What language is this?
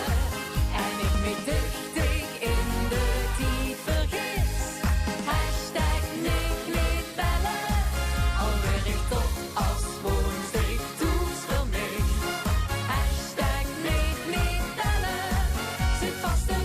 Limburgish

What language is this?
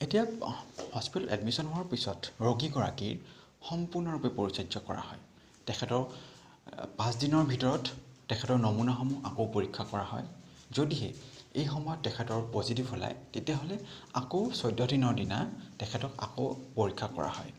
Assamese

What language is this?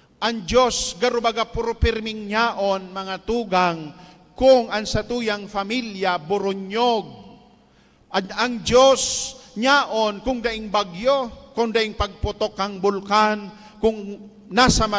Bikol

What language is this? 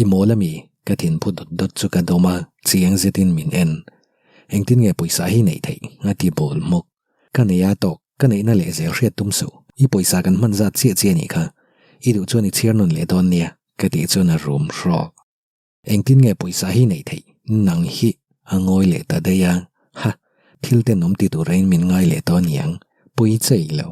Mizo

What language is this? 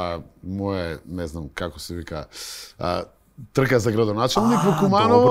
Macedonian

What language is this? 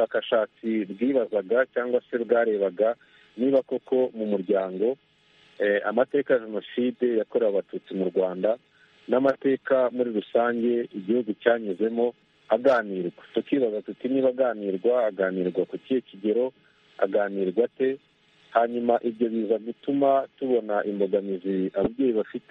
Kinyarwanda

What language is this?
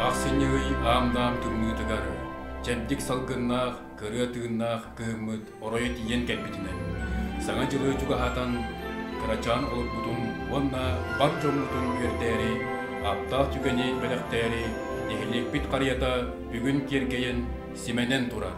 Yakut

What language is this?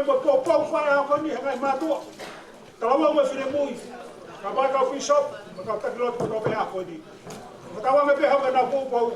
Tongan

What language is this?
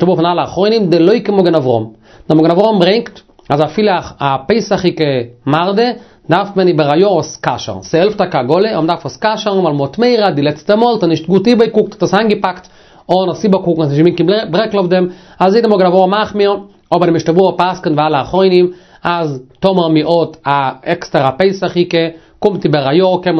Yiddish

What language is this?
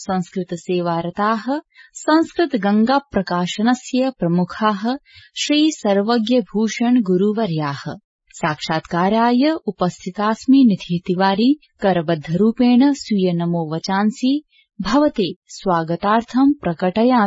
Sanskrit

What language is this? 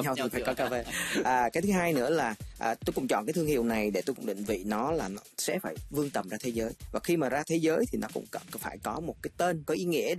Vietnamese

